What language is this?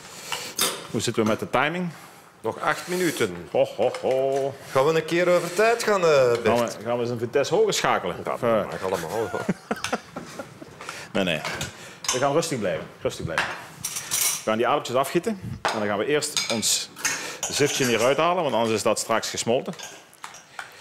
Dutch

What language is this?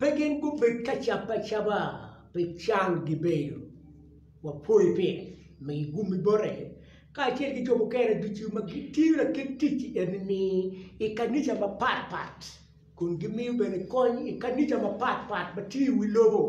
Acoli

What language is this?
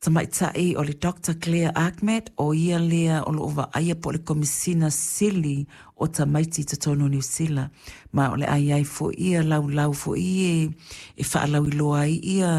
Samoan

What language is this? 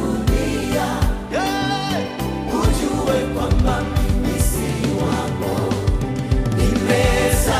Swahili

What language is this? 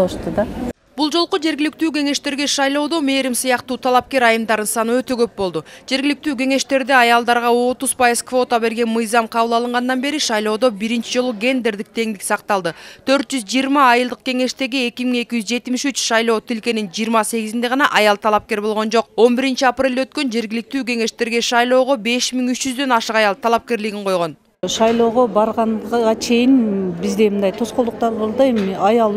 Kyrgyz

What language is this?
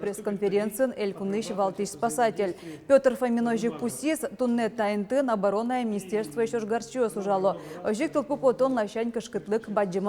Udmurt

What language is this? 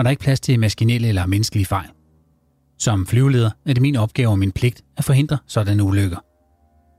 Danish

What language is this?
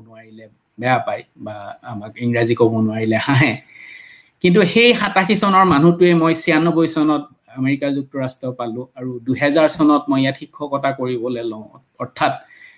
Assamese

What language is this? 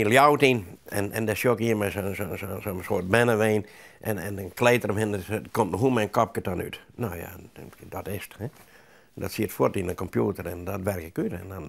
Western Frisian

